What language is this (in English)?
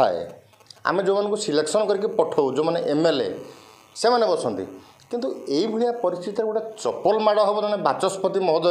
Odia